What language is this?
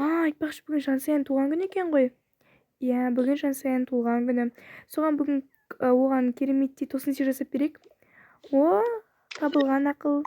Kazakh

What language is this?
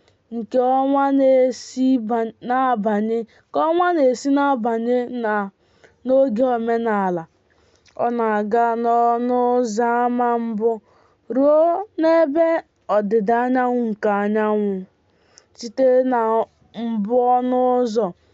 Igbo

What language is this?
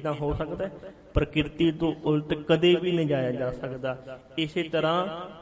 Punjabi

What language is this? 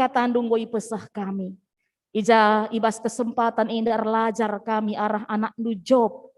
Batak Karo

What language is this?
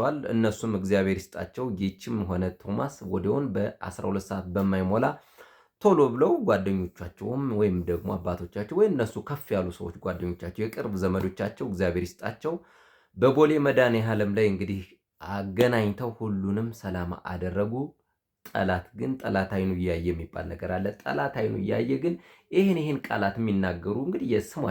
Amharic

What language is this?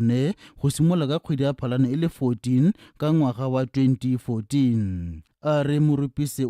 Tswana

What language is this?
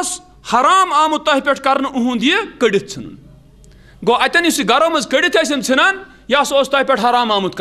Kashmiri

